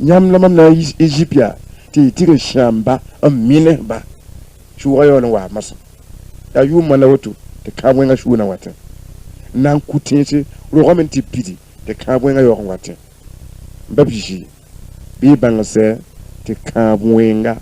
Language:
Mossi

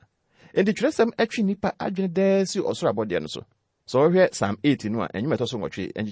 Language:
Akan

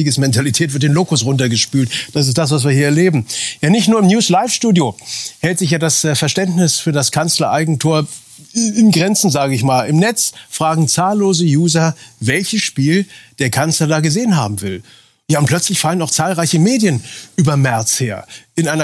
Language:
German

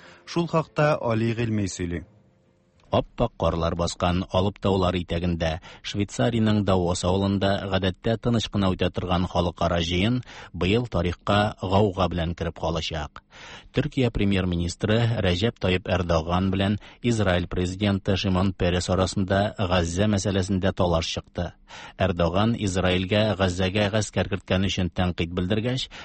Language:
Tatar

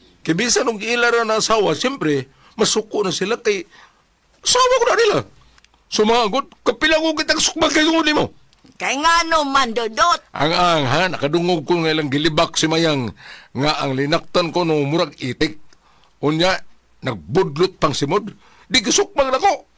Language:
Cebuano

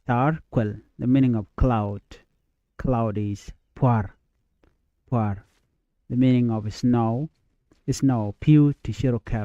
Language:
Nuer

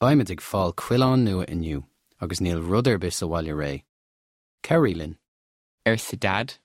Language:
Irish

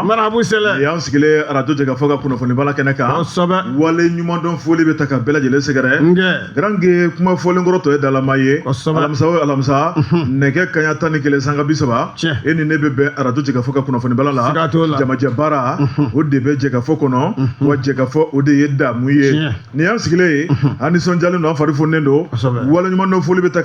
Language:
Bambara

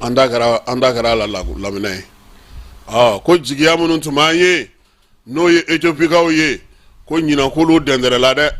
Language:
Bambara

